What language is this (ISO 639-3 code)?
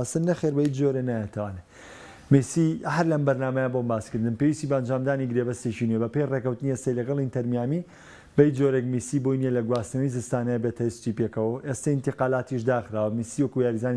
ckb